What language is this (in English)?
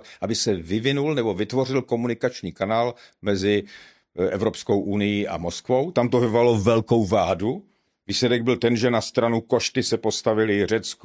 Czech